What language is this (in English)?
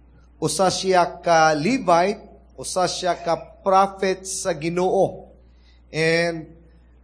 Cebuano